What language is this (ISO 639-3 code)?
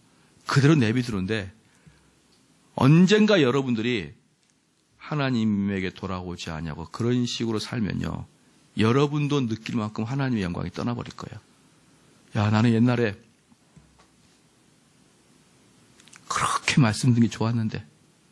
kor